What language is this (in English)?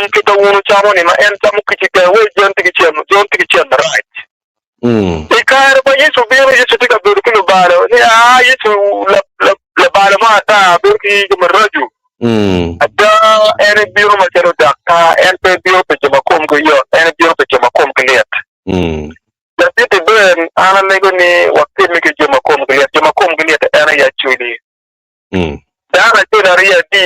Acoli